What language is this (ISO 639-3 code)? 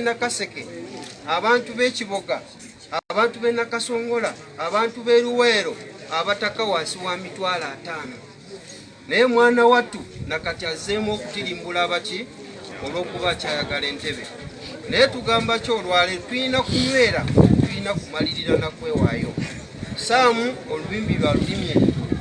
lug